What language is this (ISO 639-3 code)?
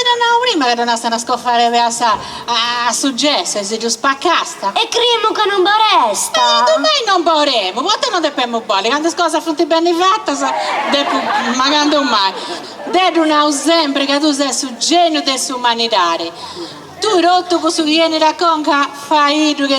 srd